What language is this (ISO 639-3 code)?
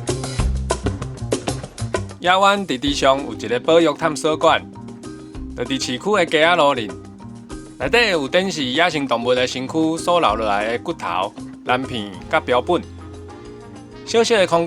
nan